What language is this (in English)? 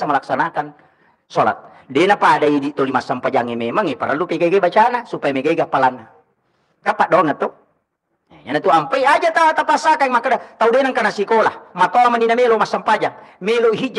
Buginese